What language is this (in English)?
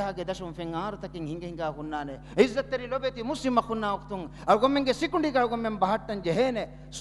Divehi